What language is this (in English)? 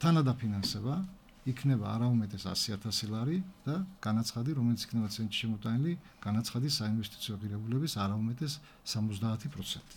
Georgian